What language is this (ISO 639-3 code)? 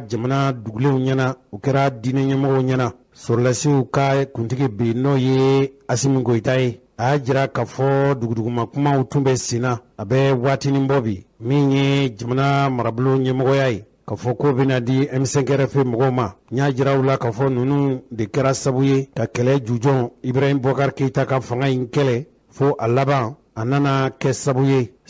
bam